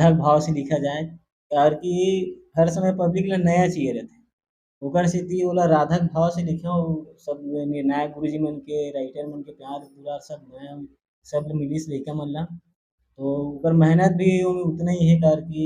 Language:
Chhattisgarhi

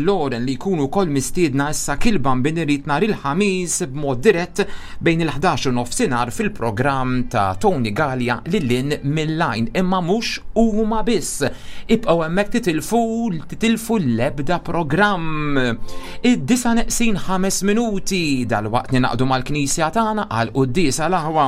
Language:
Maltese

